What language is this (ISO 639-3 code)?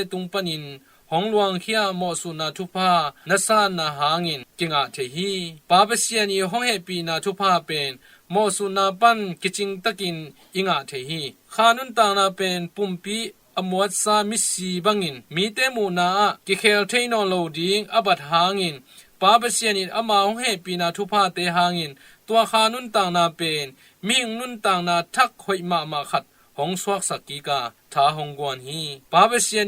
ctd